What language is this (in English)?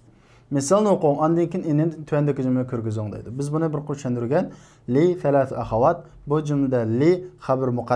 Uyghur